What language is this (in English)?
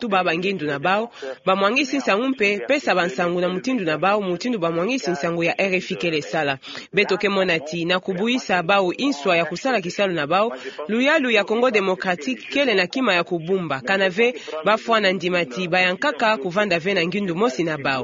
Kituba (Democratic Republic of Congo)